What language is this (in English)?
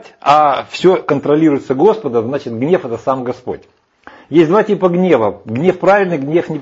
Russian